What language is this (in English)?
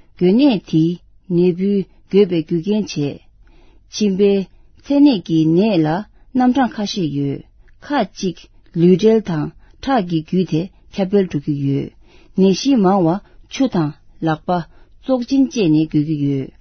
Tibetan